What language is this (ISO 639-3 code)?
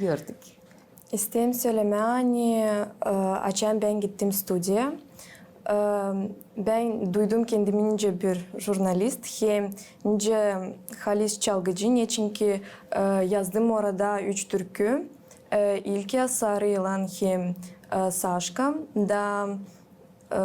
gag